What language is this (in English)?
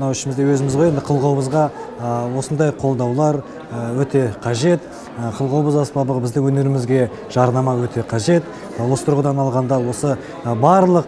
Kazakh